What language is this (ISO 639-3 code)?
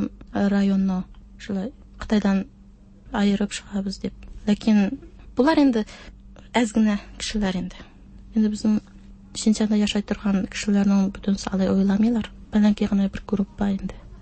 tat